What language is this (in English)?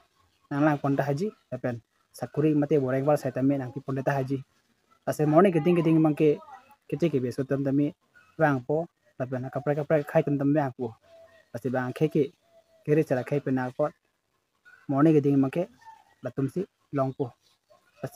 Karbi